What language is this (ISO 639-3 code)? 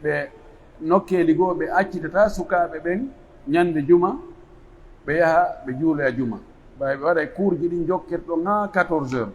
fuf